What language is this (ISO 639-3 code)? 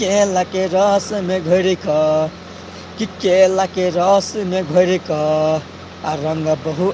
mai